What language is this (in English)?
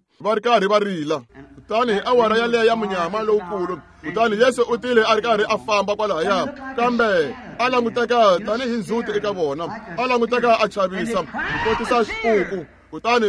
Tsonga